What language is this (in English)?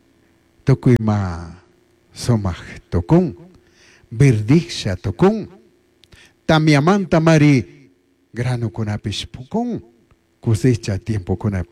Chimborazo Highland Quichua